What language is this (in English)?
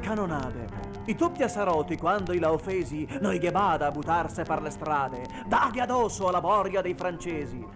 Venetian